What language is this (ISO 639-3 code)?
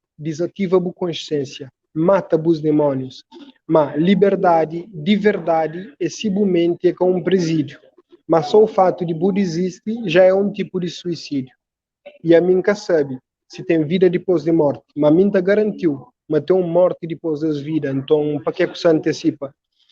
kea